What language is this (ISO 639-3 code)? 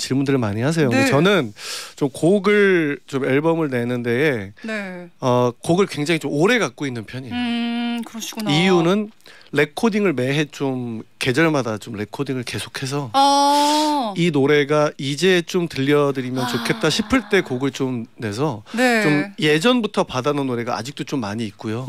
kor